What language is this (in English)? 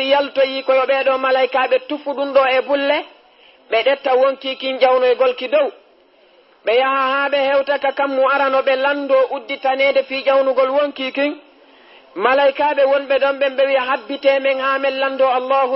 Fula